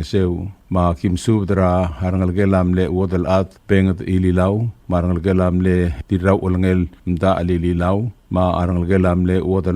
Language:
Palauan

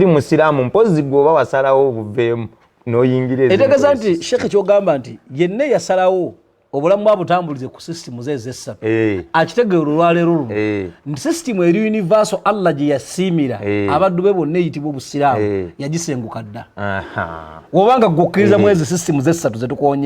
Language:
Ganda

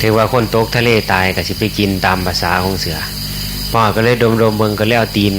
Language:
Northeastern Thai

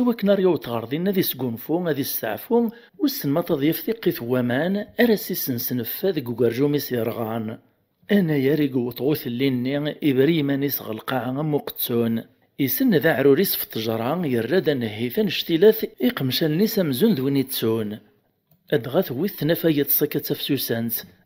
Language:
Kabyle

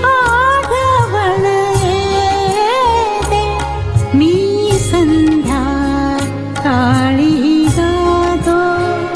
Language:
Marathi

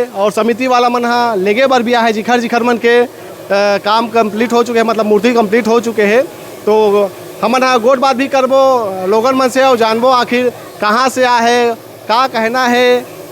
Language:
Chhattisgarhi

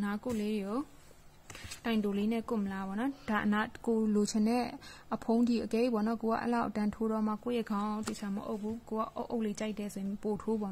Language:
Burmese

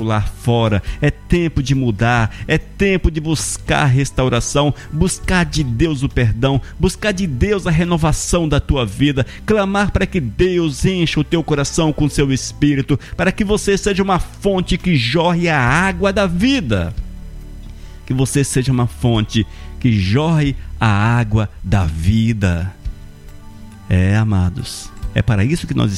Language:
Portuguese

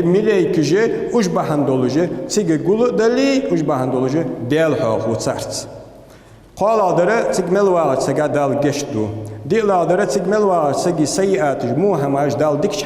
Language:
Ingush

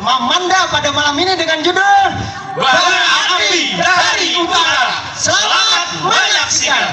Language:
Banjar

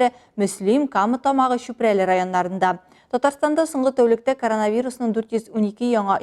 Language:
Tatar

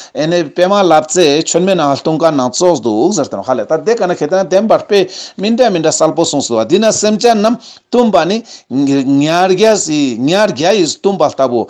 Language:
Ladakhi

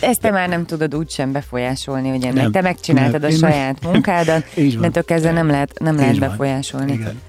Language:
Hungarian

